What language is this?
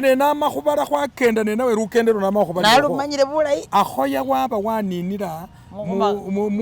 Masaaba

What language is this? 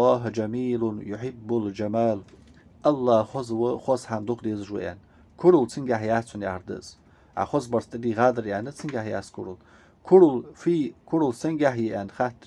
Ingush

